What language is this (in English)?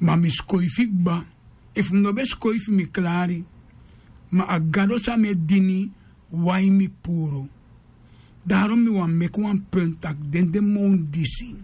Sranan Tongo